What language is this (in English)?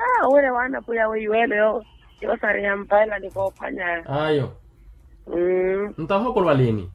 Makhuwa